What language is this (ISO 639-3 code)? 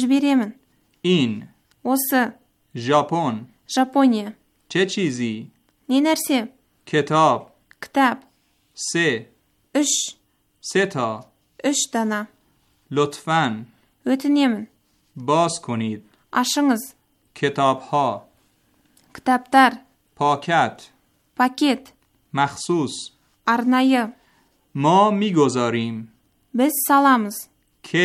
kaz